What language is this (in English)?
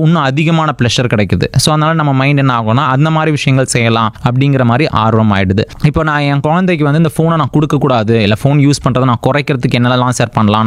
Tamil